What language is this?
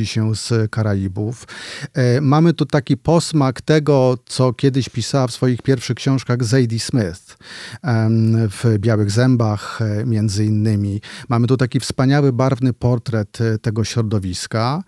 Polish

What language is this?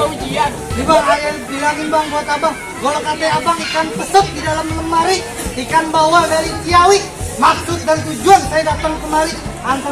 Betawi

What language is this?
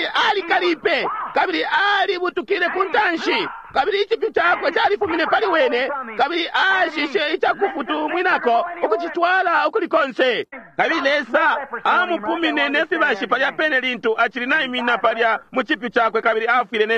Bemba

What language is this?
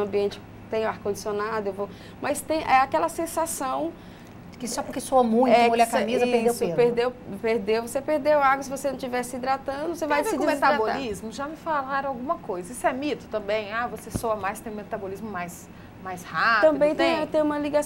Portuguese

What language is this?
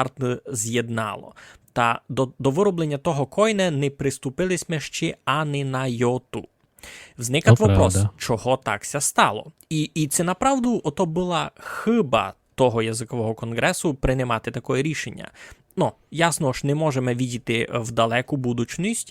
Rusyn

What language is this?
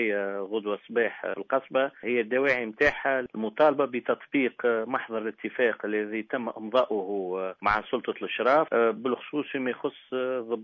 Tunisian Arabic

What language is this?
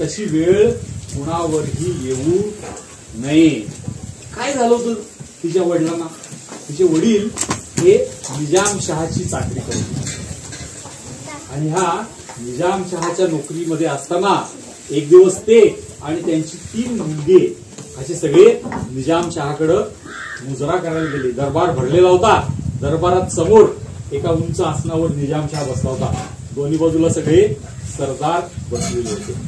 Marathi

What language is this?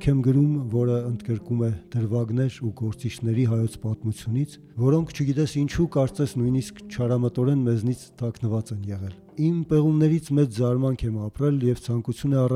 Armenian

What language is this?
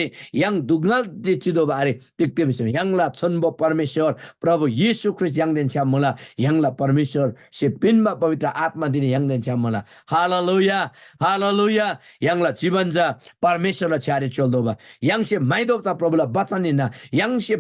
Eastern Tamang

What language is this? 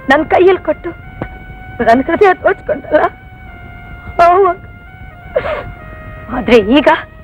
Kannada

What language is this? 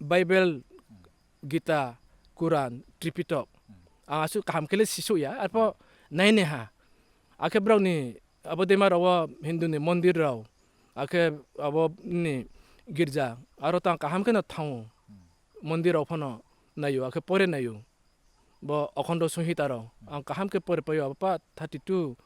Riang (India)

